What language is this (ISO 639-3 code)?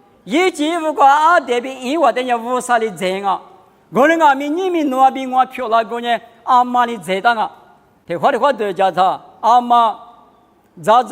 lis